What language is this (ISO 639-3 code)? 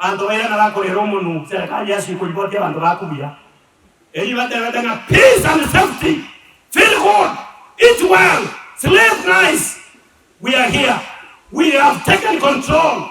guz